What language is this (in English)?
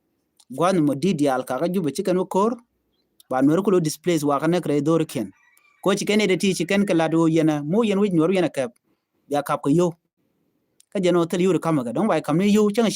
Nuer